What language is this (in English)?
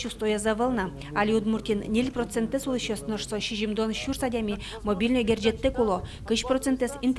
Udmurt